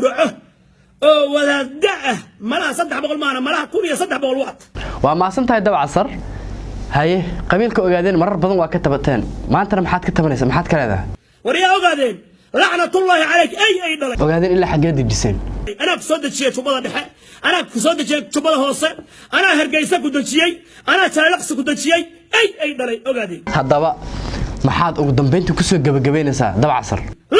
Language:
Somali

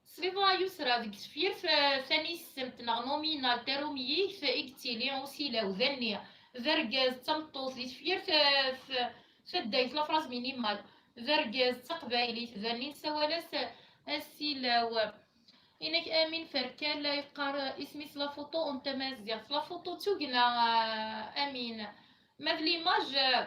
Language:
Kabyle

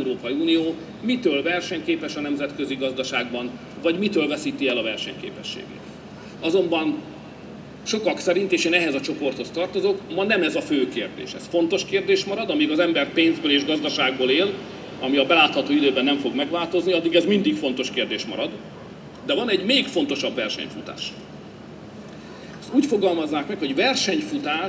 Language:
Hungarian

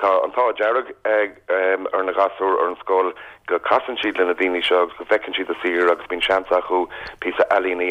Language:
Irish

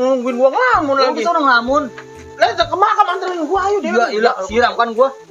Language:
Betawi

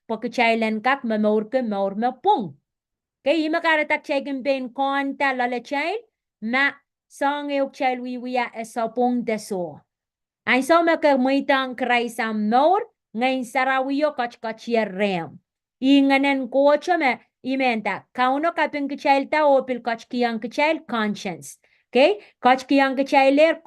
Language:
Pohnpeian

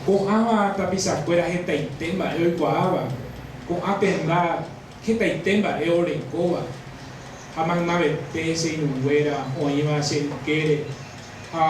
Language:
Guarani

